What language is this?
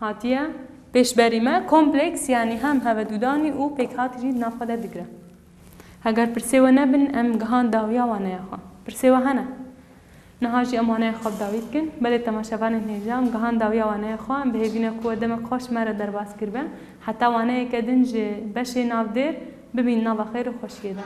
Kurdish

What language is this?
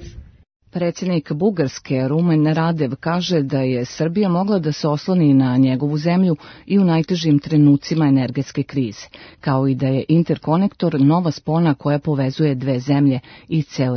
Serbian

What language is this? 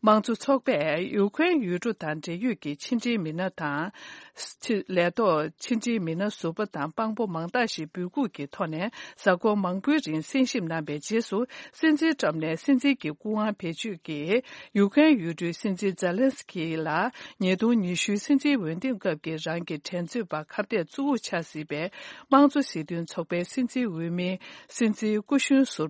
Tibetan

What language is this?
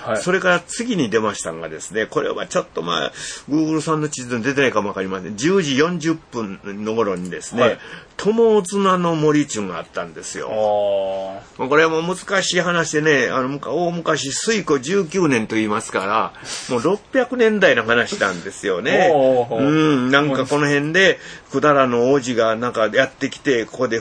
Japanese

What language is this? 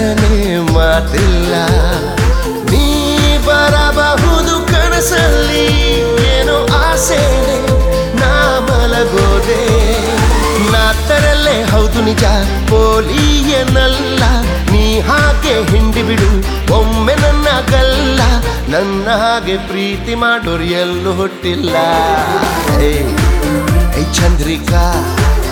Kannada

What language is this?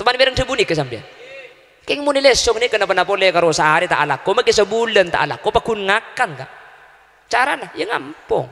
Madurese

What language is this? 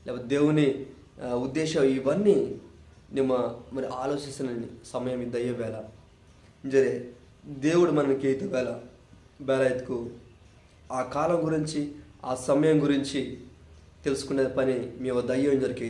Koya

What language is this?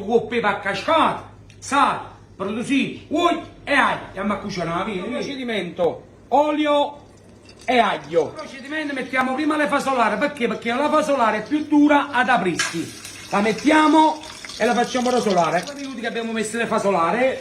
Neapolitan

